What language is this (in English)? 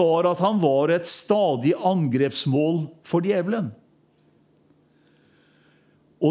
Norwegian